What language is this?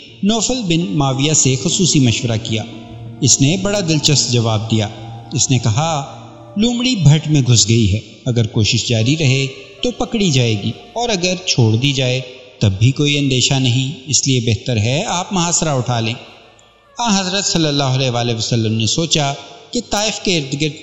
Urdu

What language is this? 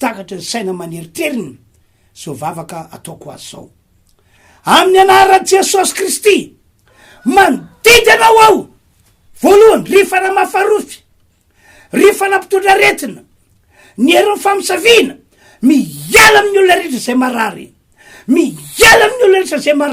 Malagasy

